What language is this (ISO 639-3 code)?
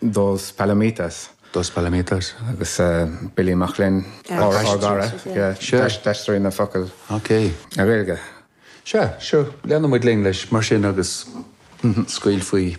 gle